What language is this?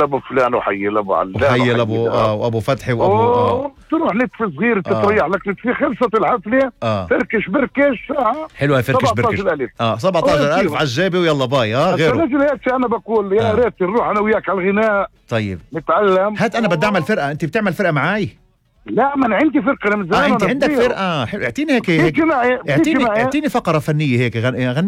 North Levantine Arabic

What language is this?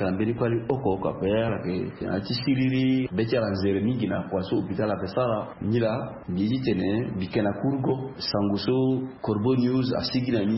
Sango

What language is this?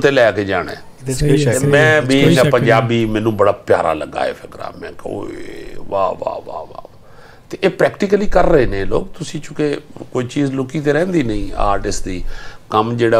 Punjabi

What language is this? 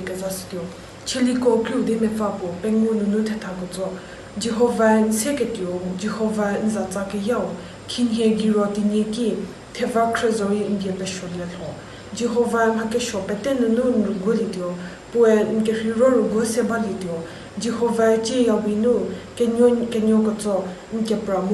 Angami Naga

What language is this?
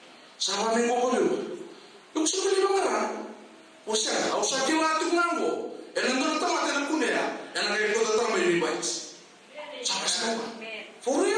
Fijian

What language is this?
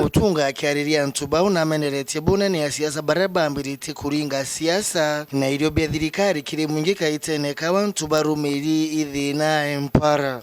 Meru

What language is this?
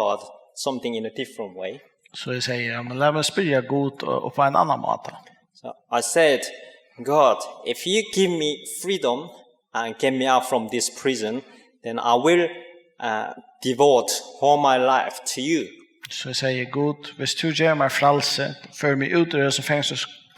Faroese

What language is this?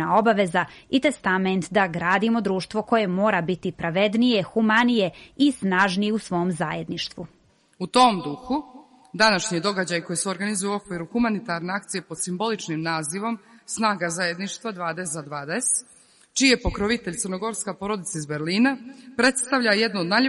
Serbian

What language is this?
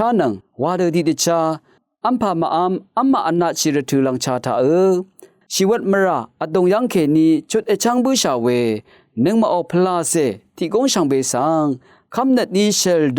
Rawang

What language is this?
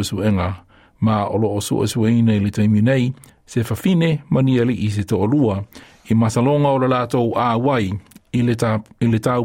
Samoan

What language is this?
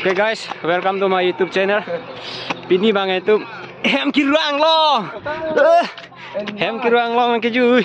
Karbi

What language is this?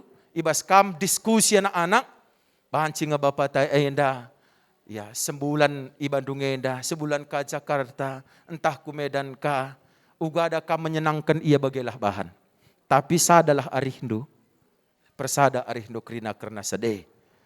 Batak Karo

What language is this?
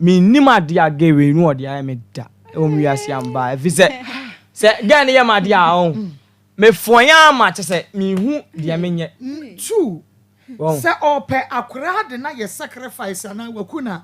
Akan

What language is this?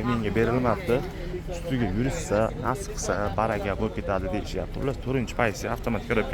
Uzbek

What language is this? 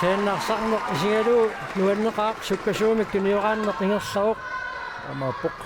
Kalaallisut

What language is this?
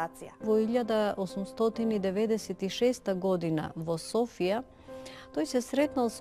Macedonian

